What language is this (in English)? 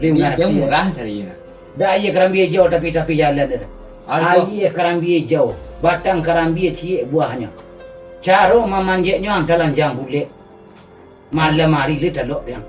Minangkabau